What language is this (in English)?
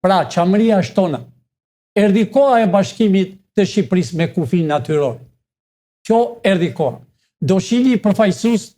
Albanian